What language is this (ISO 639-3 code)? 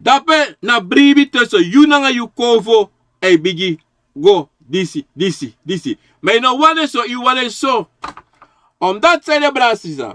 srn